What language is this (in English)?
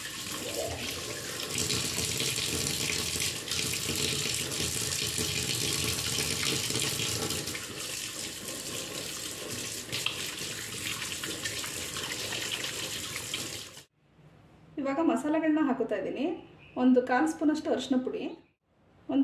Kannada